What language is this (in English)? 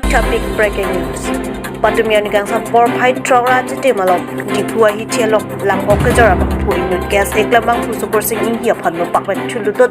Karbi